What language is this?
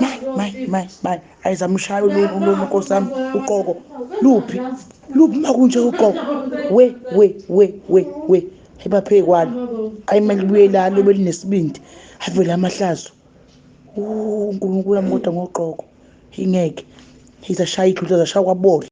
Zulu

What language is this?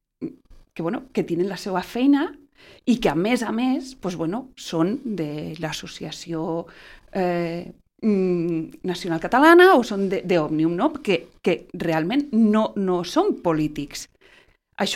Catalan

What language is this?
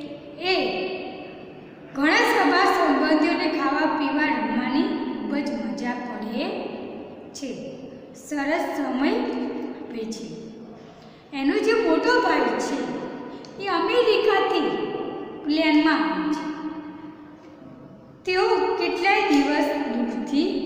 Gujarati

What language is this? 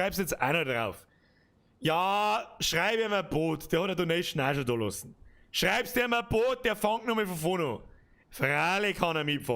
Bavarian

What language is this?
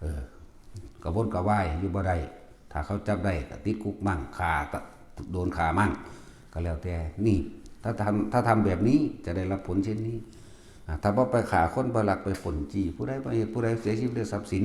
Northeastern Thai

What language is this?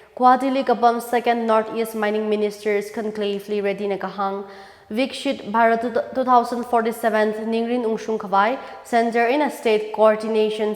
Tangkhul Naga (India)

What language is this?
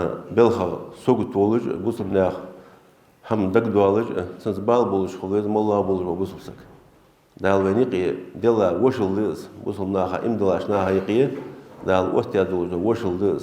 Ingush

